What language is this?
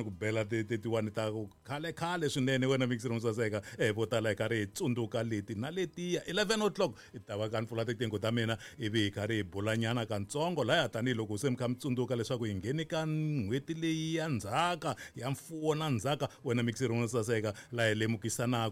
Tsonga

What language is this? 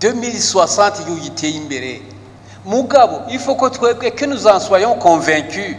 Rundi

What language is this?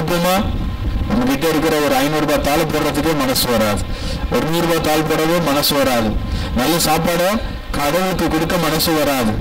Tamil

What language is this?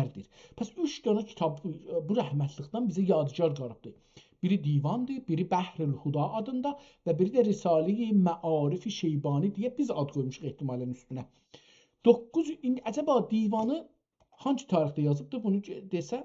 South Azerbaijani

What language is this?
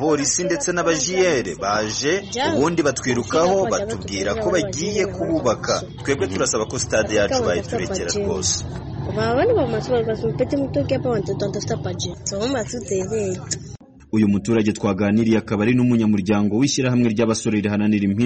Kinyarwanda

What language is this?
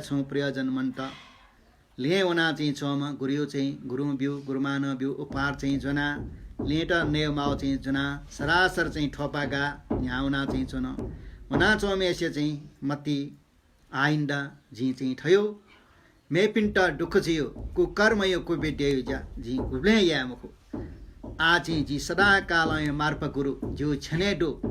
Newari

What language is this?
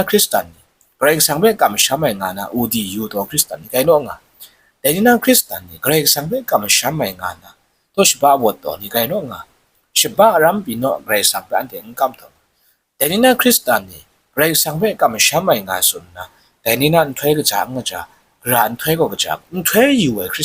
Kachin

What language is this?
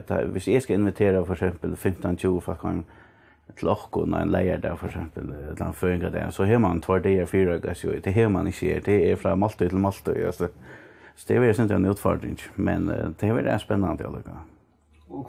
Faroese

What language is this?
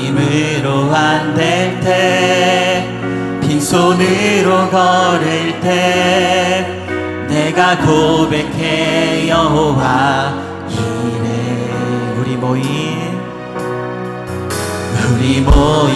Korean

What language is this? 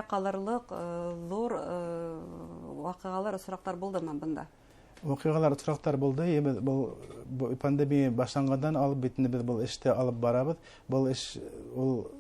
Bashkir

